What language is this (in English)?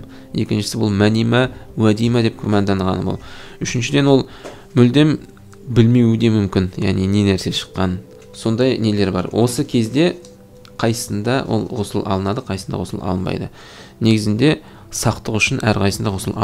Kazakh